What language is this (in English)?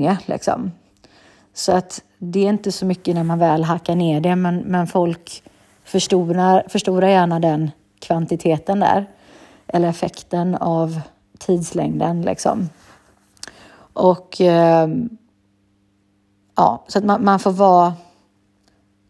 Swedish